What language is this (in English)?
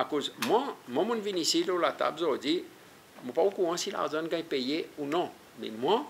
Seselwa Creole French